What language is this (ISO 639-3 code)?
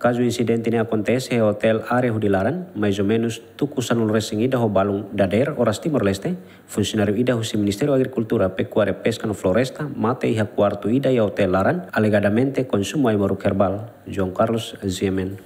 tet